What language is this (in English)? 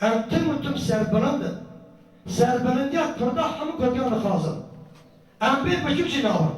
Kurdish